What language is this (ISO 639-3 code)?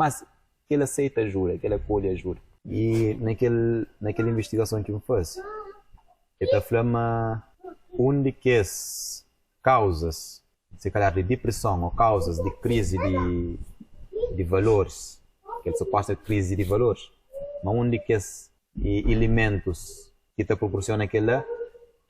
kea